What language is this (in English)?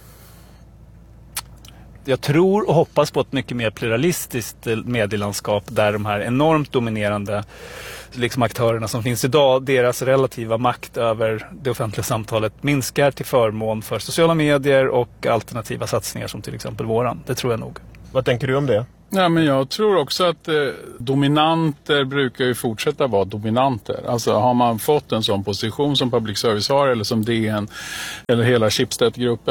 Swedish